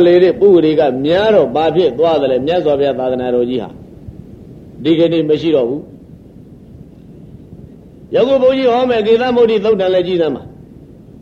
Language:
Burmese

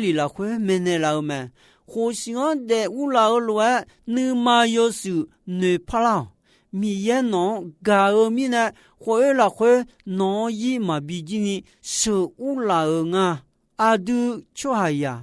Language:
Akha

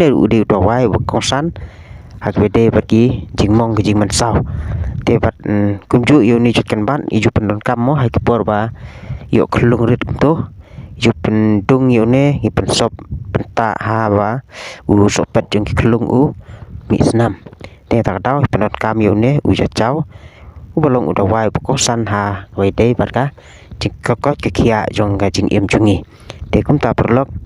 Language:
Khasi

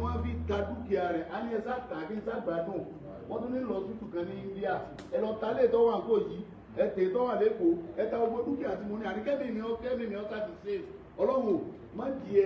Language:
Yoruba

